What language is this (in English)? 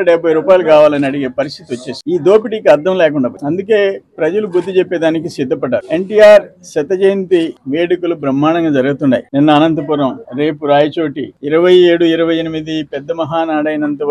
Telugu